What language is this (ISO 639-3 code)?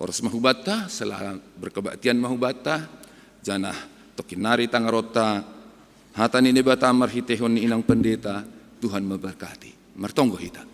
bts